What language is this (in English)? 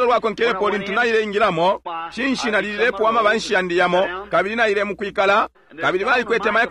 Bemba